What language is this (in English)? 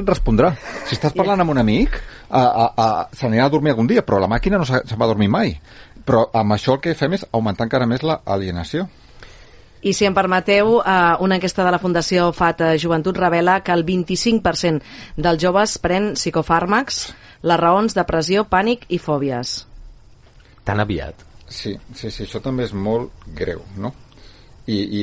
Catalan